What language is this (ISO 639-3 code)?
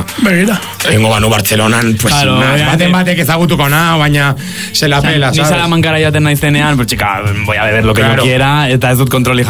eus